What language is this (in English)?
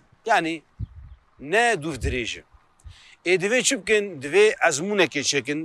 Kurdish